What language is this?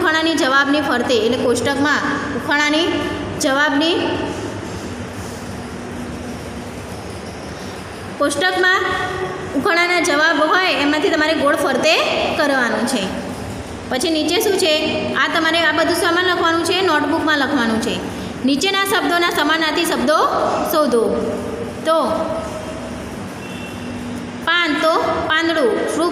Gujarati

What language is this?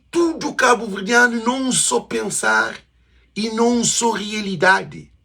Kabuverdianu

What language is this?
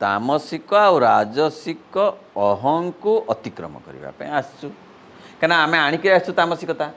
Odia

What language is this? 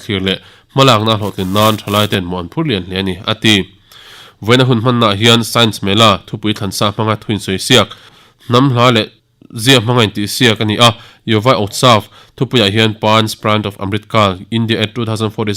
Mizo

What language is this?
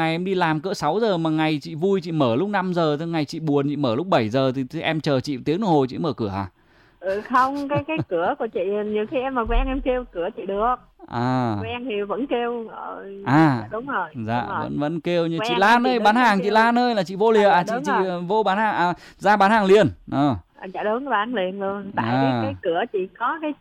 Vietnamese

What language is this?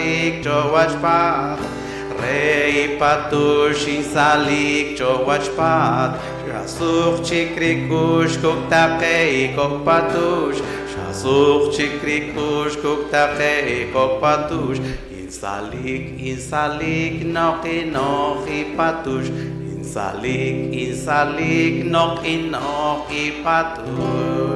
Poqomchi'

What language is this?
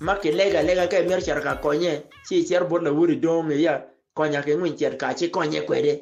Acoli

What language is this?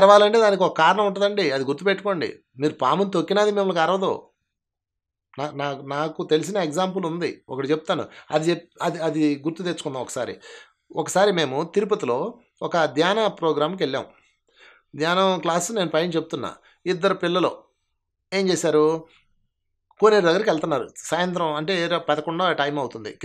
Telugu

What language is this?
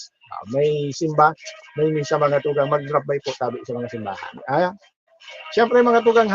Bikol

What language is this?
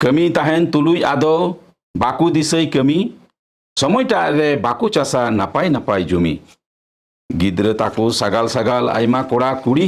Santali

